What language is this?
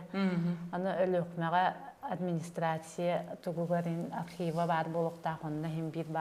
Yakut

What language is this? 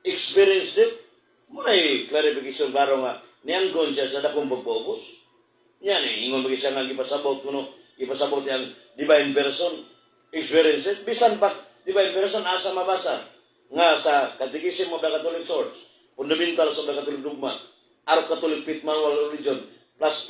Cebuano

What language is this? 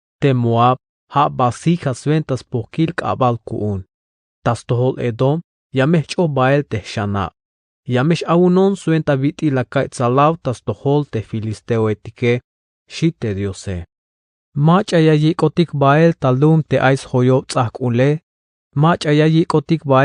Tzeltal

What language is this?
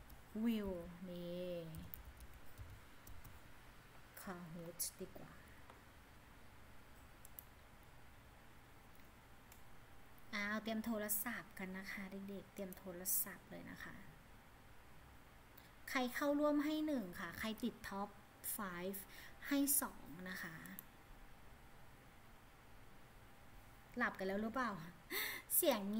Thai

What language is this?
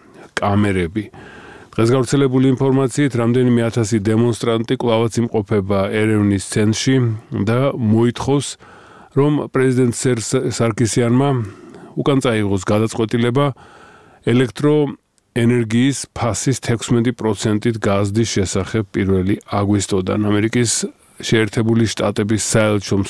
Georgian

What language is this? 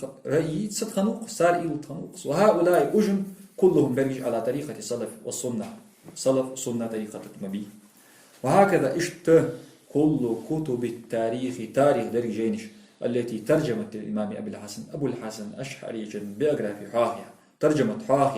Ingush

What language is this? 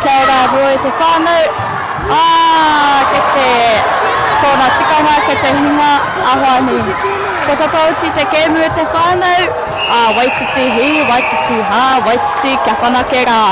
Māori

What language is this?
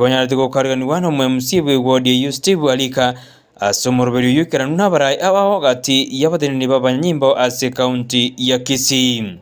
Gusii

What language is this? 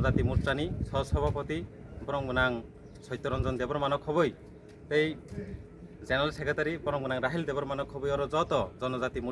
Kok Borok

